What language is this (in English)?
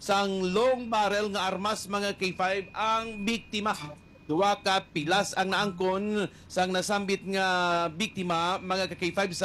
Hiligaynon